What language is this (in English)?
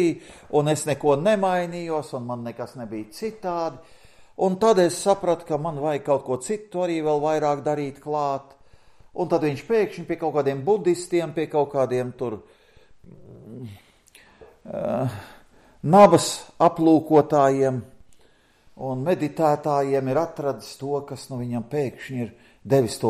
Latvian